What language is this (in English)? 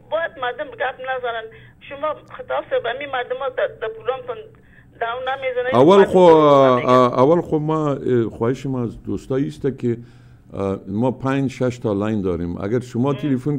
Persian